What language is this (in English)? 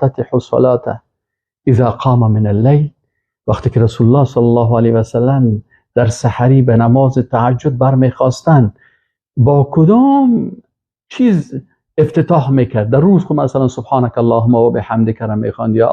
Persian